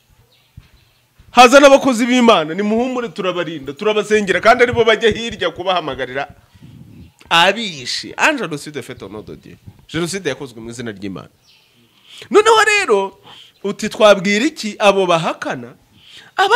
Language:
Kinyarwanda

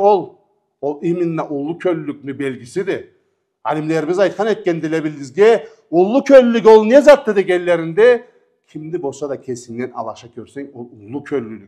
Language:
Karachay-Balkar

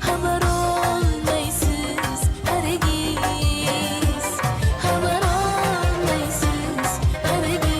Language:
Kara-Kalpak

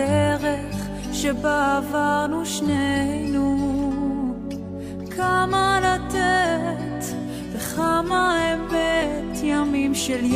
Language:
Hebrew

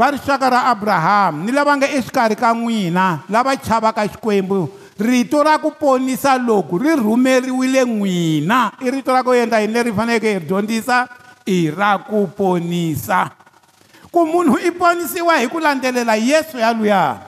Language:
Tsonga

